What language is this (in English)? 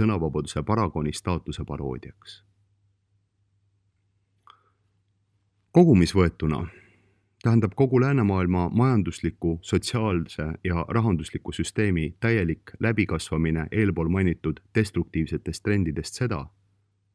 Estonian